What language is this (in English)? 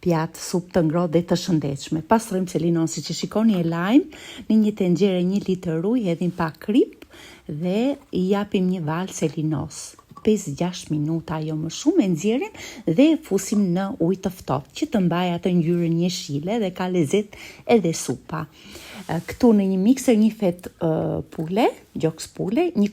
Albanian